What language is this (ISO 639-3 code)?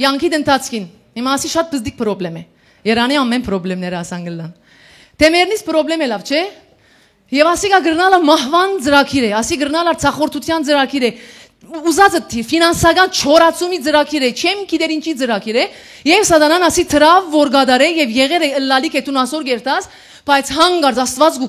hyw